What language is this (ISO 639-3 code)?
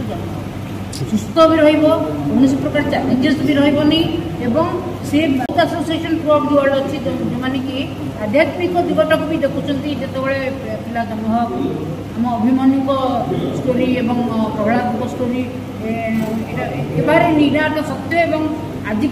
ori